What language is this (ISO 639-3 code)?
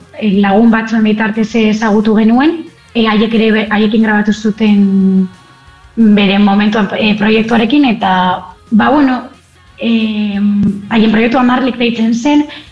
eus